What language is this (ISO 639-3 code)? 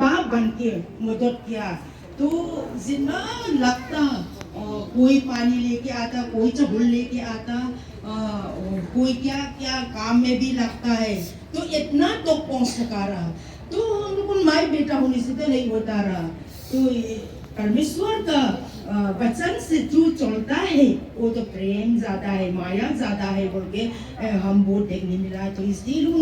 hmr